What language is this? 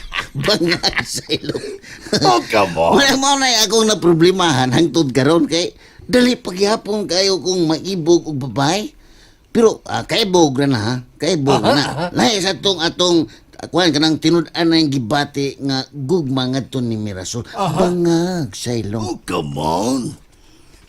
Cebuano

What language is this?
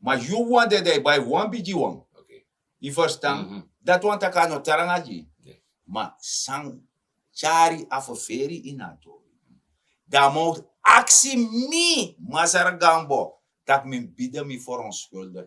Sranan Tongo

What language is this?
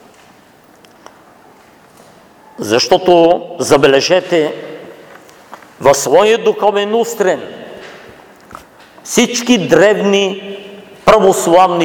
Bulgarian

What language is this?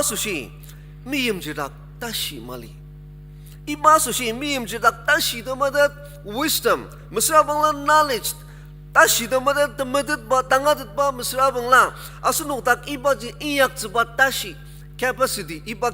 Ao Naga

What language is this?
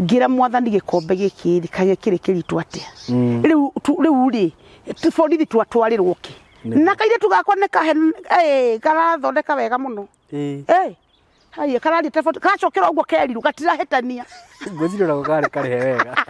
Kikuyu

